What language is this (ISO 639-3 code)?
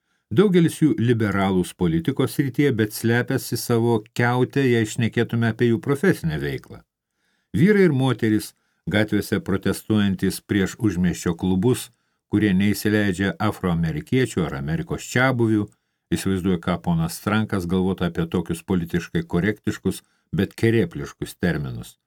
lit